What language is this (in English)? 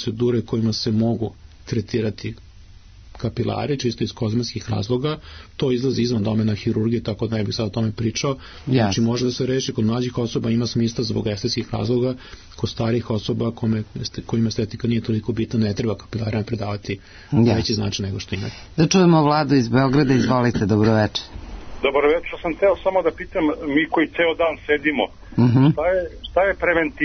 Serbian